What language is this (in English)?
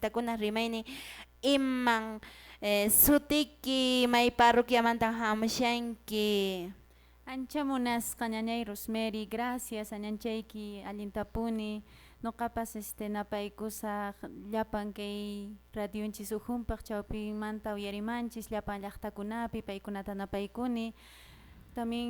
Quechua